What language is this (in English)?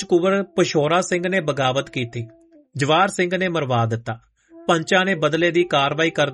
Punjabi